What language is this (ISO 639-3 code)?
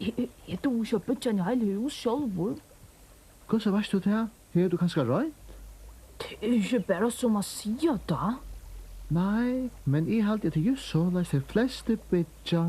fao